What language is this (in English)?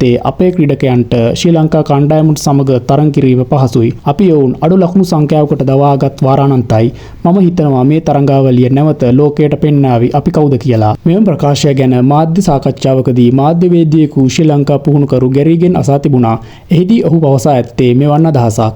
Sinhala